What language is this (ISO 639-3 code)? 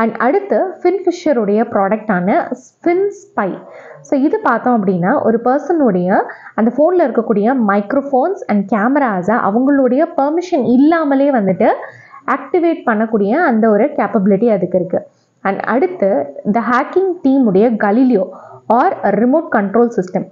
tam